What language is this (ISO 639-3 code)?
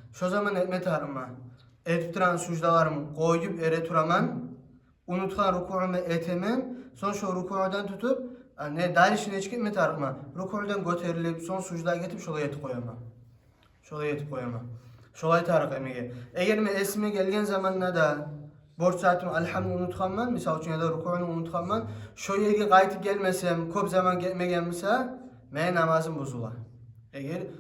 kum